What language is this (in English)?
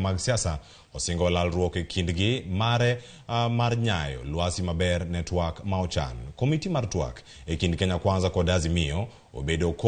Luo (Kenya and Tanzania)